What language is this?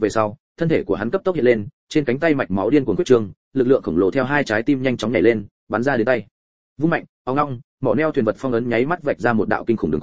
Vietnamese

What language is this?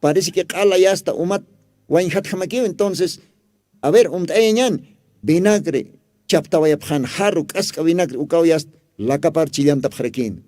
Aymara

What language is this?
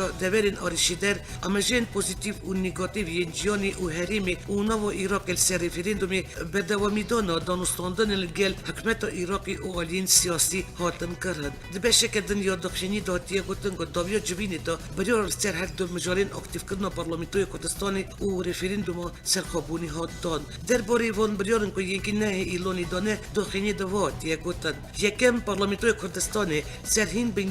Kurdish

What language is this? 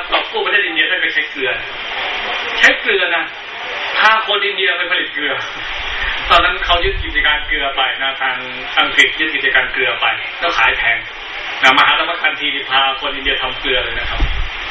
Thai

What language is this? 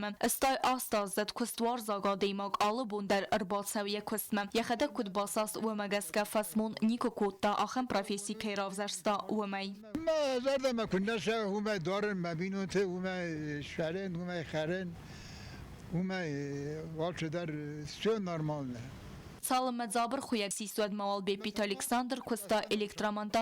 Ossetic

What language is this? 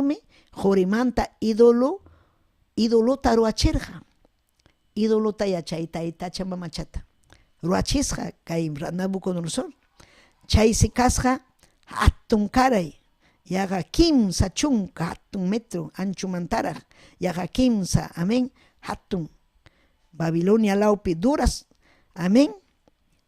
Ayacucho Quechua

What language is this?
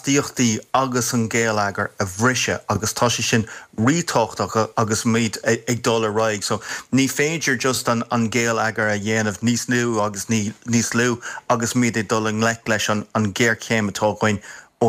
Irish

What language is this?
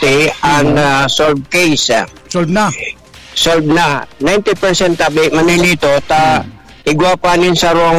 Bikol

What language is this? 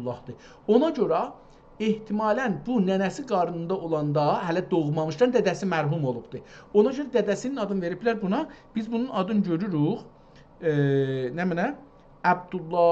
South Azerbaijani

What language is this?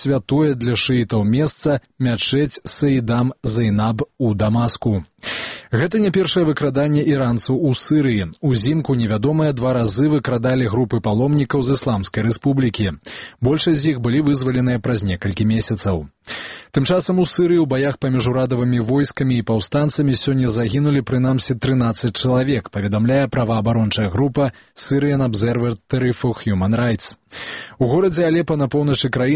Belarusian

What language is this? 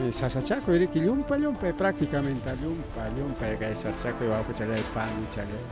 Ayacucho Quechua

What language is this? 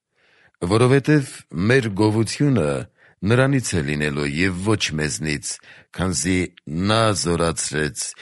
Armenian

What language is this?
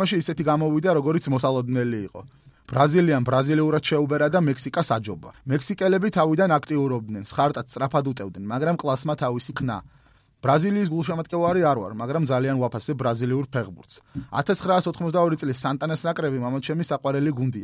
Georgian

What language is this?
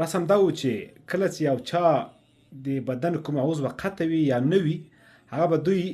Pashto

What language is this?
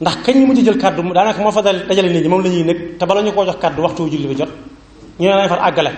Wolof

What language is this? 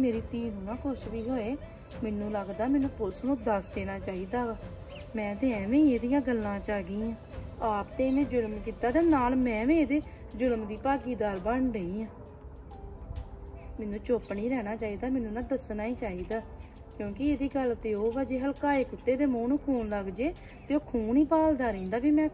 Punjabi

